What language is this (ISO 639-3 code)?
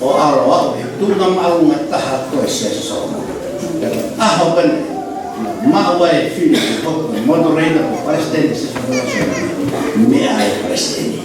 ton